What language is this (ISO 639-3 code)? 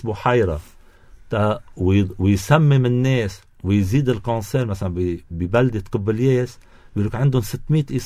apc